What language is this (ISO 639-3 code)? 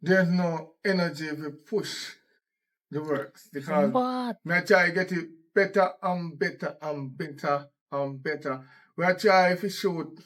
jam